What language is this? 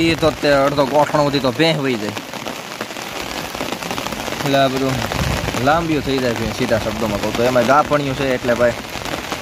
Gujarati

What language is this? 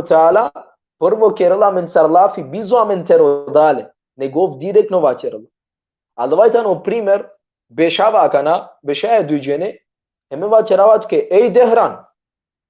Balkan Romani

